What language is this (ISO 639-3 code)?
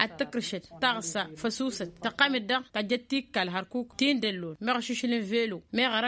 taq